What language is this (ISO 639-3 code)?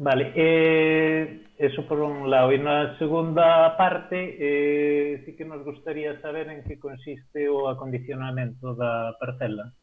glg